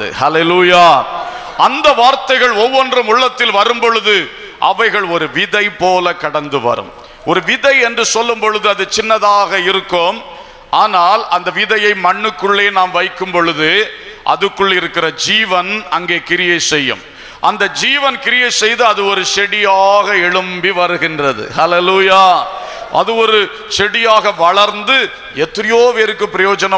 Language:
Tamil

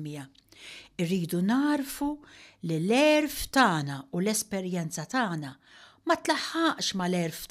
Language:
Maltese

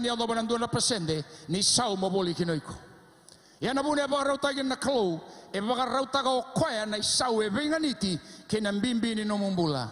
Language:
Fijian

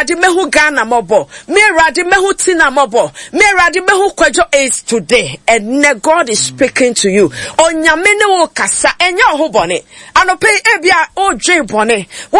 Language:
Akan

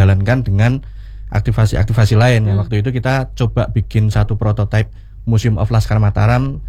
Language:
Indonesian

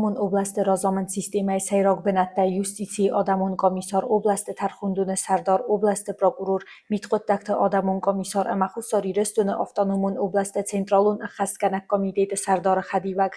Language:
Ossetic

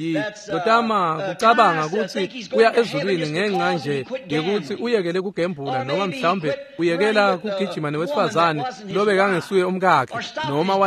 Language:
Swati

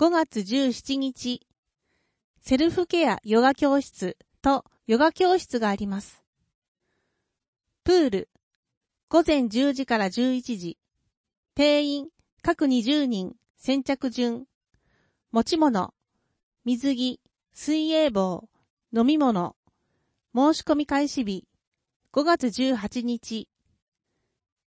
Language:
Japanese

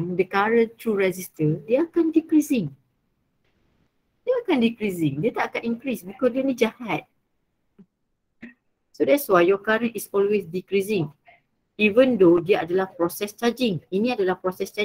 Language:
Malay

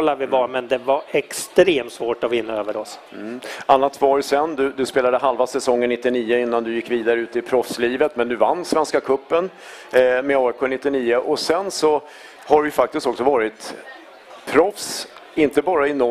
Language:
Swedish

